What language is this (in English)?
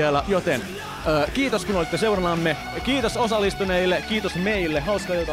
Finnish